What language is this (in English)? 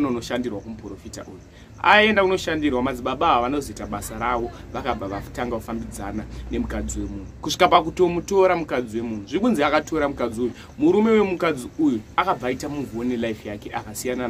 Shona